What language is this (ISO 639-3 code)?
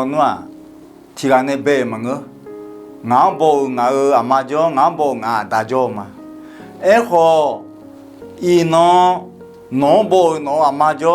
ahk